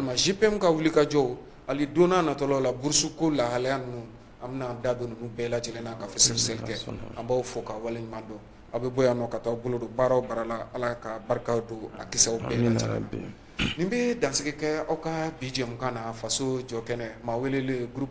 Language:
Bambara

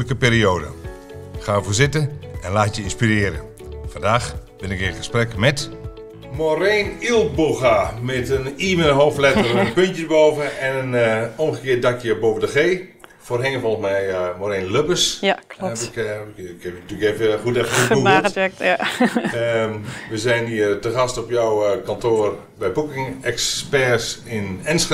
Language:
Dutch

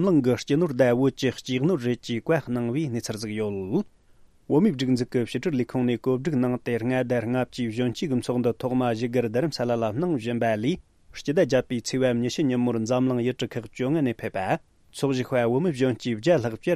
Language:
Tibetan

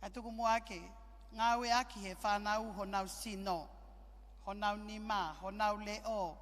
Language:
Tongan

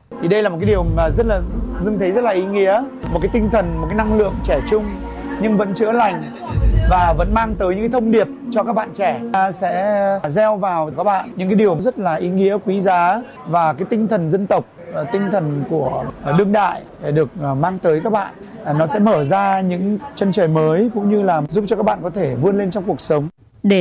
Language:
Vietnamese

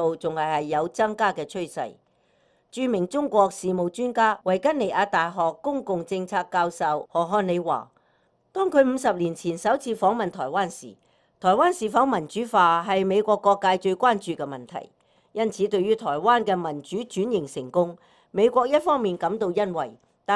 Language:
Cantonese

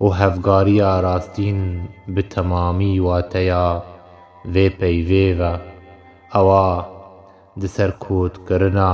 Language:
Kurdish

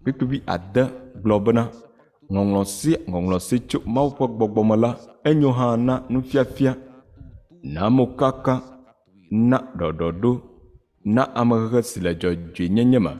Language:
Ewe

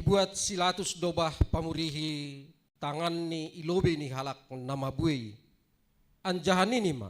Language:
Batak Simalungun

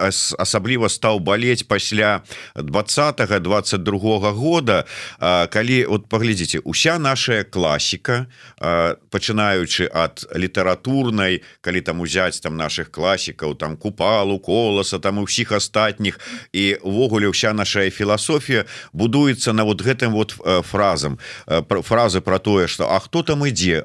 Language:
Belarusian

